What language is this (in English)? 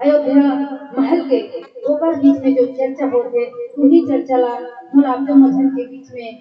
Chhattisgarhi